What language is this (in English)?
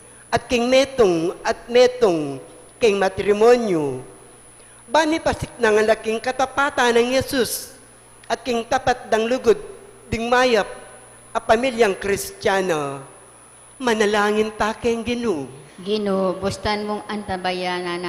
Pampanga